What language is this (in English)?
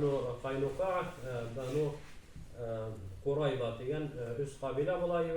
Bashkir